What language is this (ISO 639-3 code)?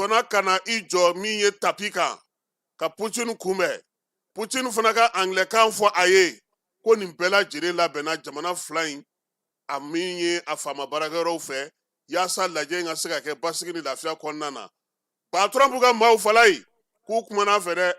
bam